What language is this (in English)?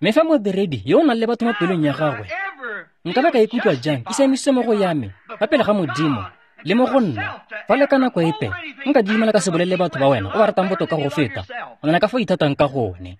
Tswana